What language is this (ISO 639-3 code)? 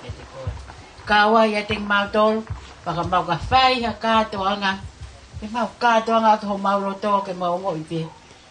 ton